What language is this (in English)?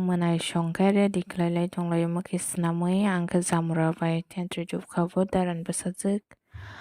Kok Borok